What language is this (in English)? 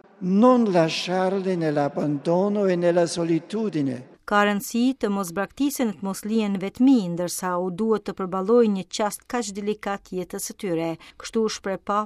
Albanian